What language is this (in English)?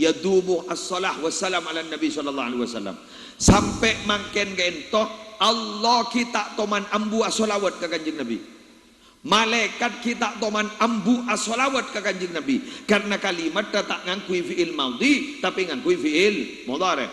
Madurese